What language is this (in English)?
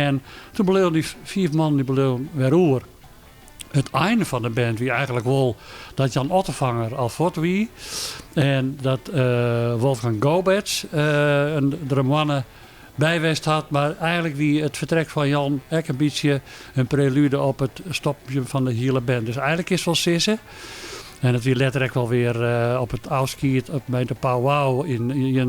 Western Frisian